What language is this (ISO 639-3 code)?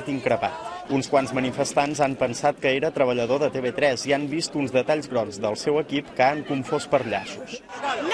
cat